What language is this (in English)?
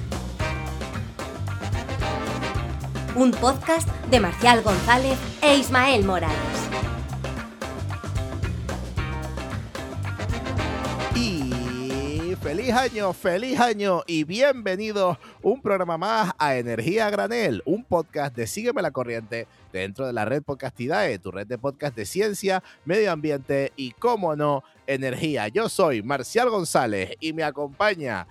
Spanish